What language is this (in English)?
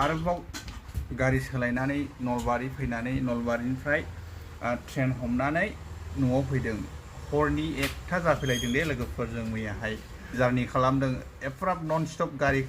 Bodo